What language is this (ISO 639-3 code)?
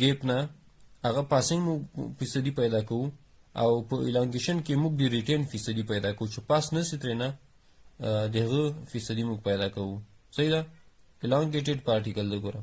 pus